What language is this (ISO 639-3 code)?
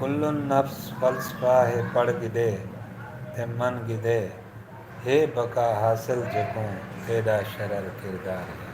skr